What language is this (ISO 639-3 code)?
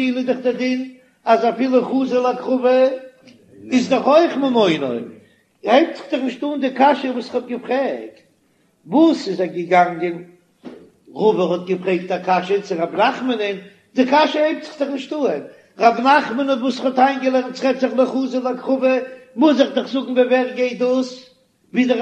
yid